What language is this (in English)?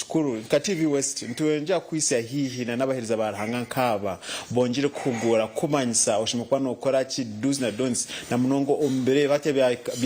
Nyankole